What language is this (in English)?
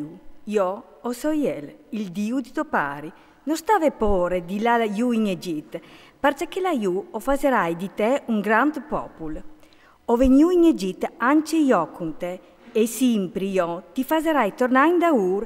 Friulian